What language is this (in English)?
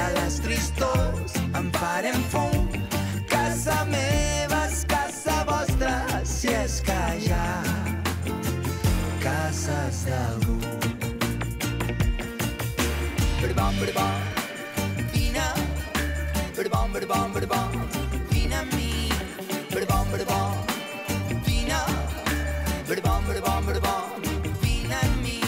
Catalan